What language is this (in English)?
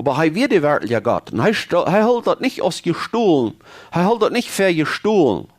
Plautdietsch